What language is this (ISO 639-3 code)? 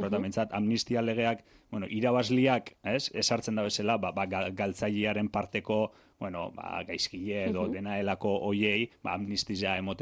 eus